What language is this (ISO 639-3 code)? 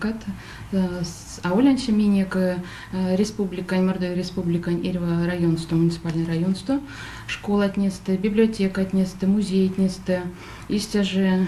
myv